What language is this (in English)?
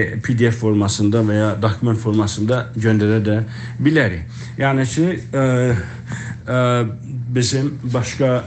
South Azerbaijani